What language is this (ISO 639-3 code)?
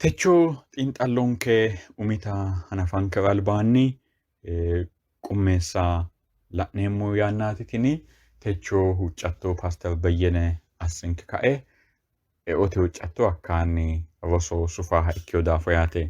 sid